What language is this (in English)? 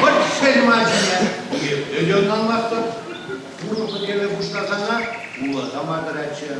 Chuvash